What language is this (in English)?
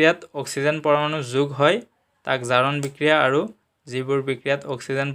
Assamese